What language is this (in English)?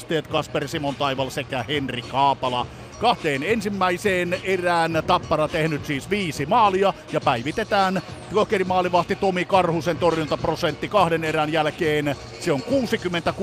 Finnish